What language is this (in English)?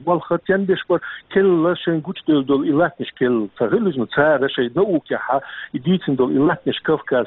Chechen